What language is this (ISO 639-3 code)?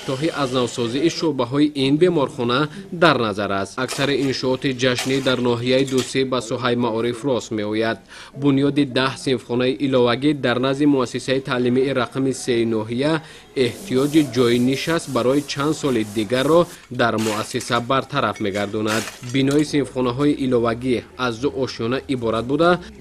tgk